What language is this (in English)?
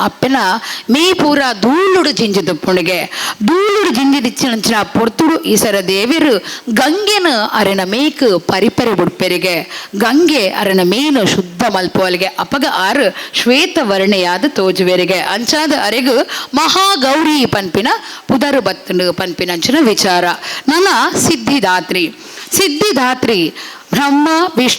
Tulu